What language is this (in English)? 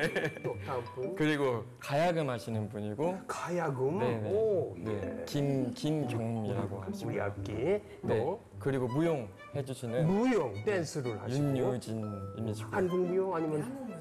Korean